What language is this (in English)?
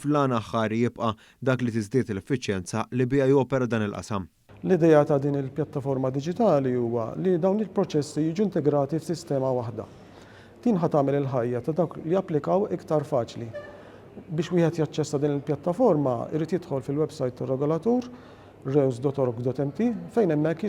Maltese